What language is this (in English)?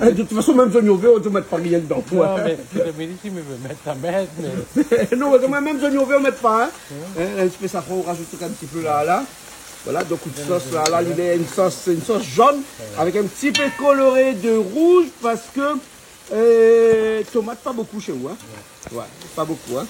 Réunion Creole French